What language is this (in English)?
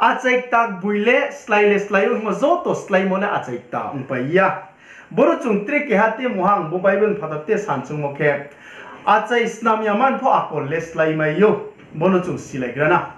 Riang (India)